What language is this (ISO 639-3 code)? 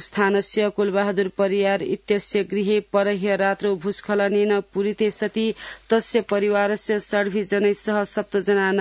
san